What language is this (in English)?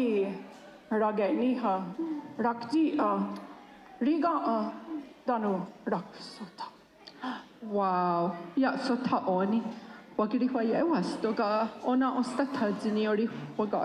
Mohawk